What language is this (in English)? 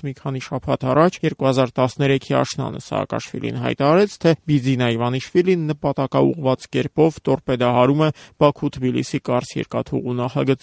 Armenian